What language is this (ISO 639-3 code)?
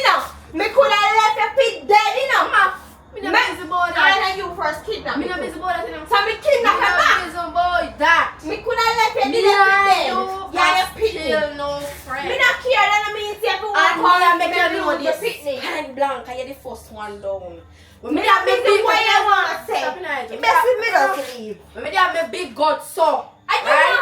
jam